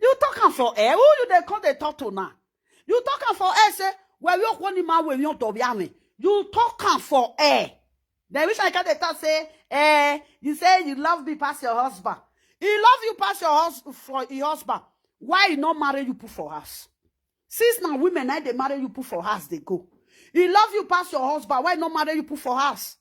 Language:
Nigerian Pidgin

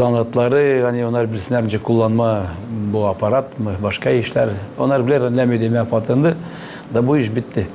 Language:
Gagauz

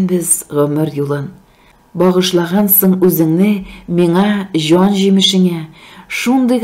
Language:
Tatar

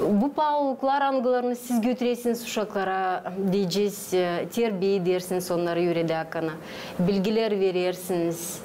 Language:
Gagauz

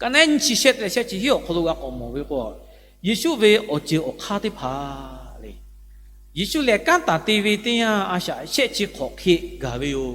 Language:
Lahu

